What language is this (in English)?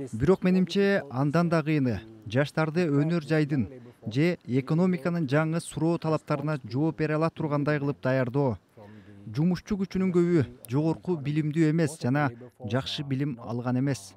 Kyrgyz